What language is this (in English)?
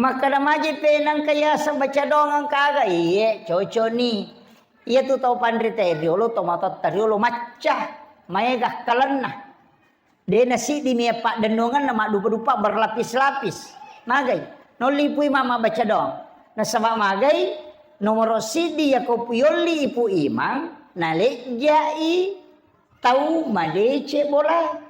Buginese